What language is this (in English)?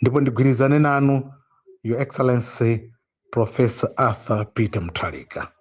Nyanja